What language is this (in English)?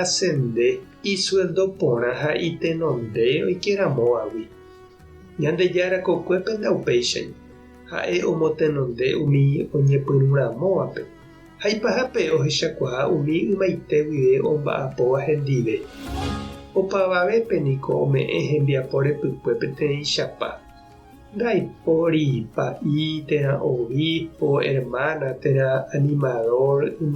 Guarani